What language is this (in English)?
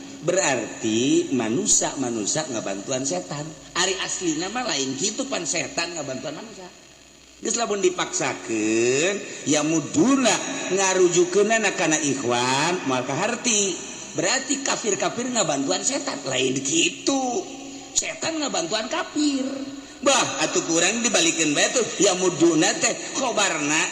Sundanese